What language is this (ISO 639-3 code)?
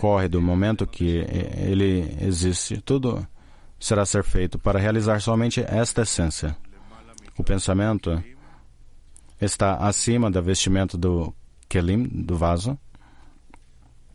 por